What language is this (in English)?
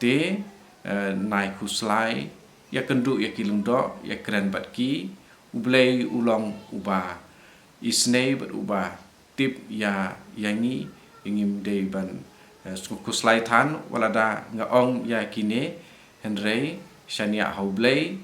Khasi